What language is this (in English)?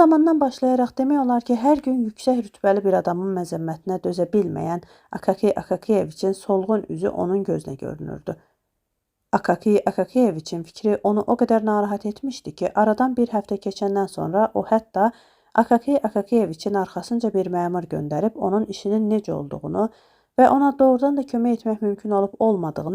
Azerbaijani